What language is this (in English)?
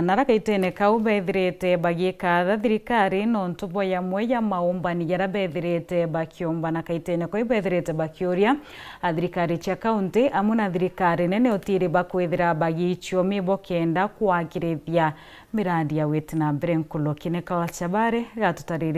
Meru